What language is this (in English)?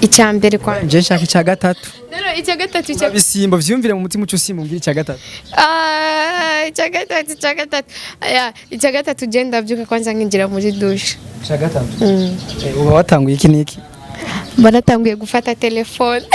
Rundi